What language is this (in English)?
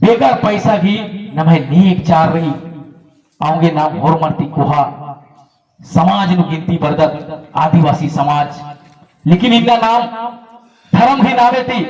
Kurukh